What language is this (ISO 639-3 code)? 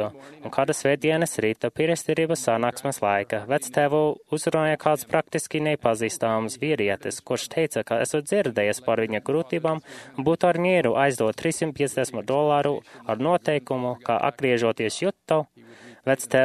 lav